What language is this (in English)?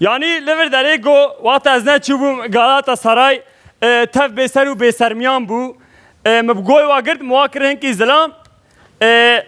Kurdish